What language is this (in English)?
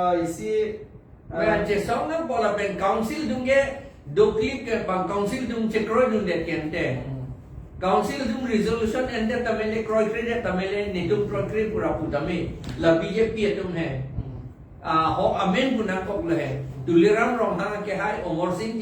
Karbi